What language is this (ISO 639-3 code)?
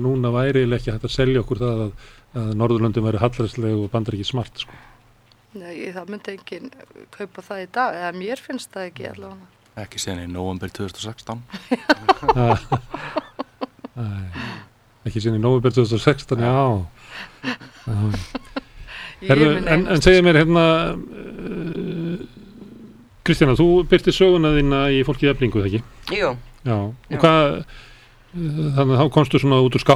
isl